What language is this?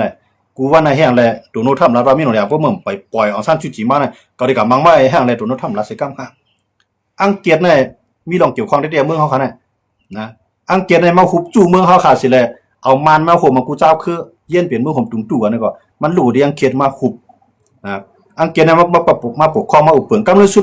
Shan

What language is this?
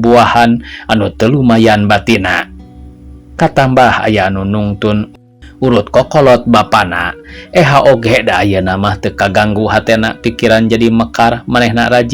Sundanese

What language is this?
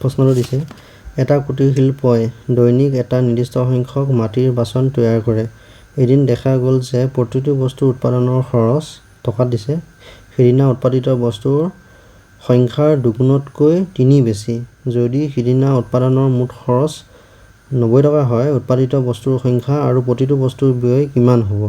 Assamese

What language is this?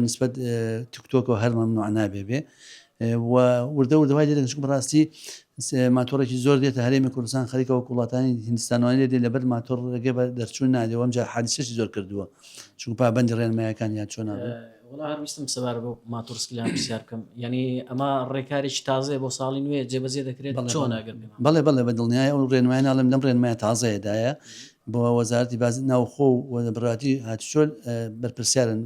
Central Kurdish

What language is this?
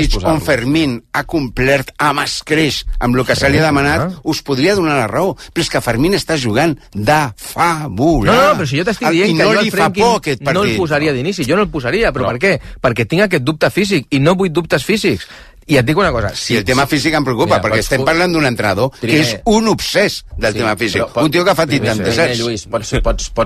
Catalan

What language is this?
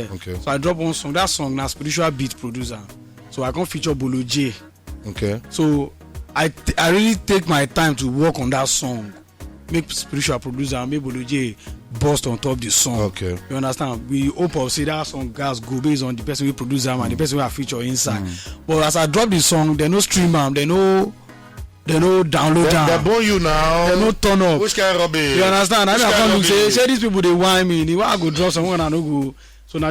Nigerian Pidgin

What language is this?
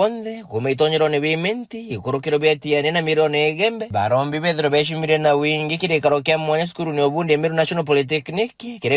Meru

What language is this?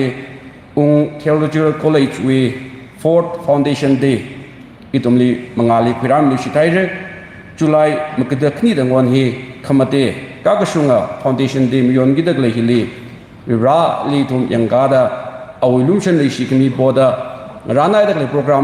Tangkhul Naga (India)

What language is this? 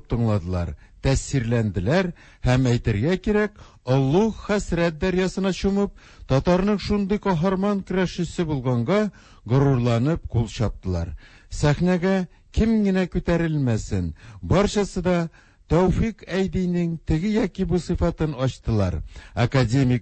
Tatar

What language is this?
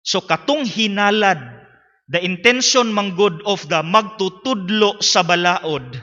Cebuano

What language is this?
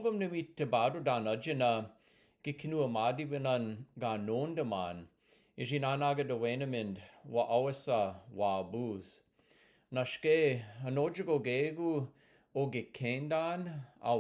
Chippewa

